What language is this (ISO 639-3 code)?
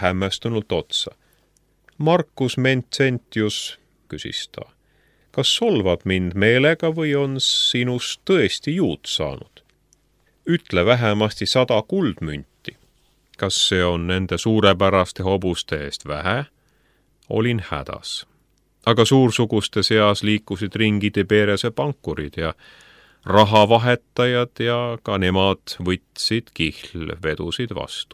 est